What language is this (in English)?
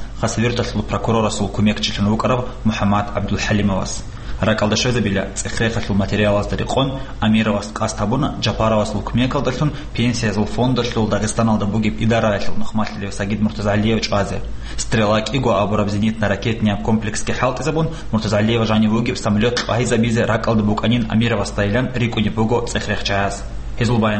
Avaric